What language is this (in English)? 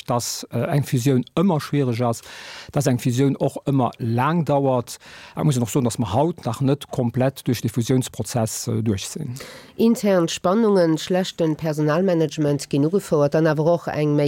Luxembourgish